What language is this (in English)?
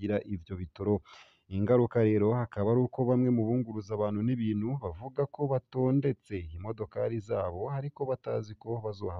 Rundi